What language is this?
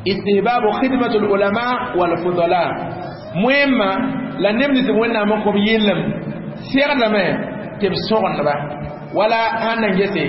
Mossi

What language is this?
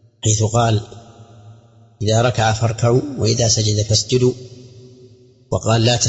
Arabic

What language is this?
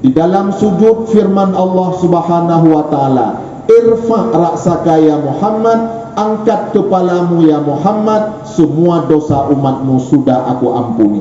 Achinese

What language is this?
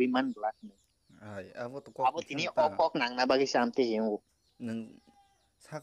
Kok Borok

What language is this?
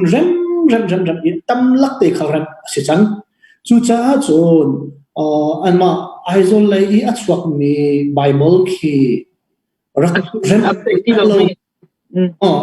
Hakha Chin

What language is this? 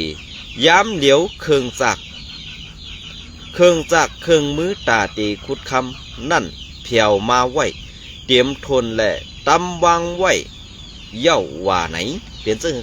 Shan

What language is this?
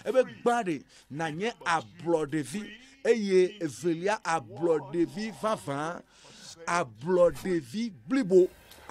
Ewe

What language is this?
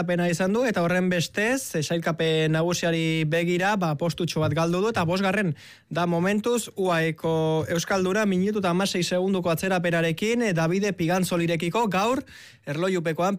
Basque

